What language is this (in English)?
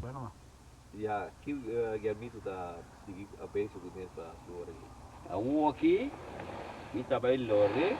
Papiamento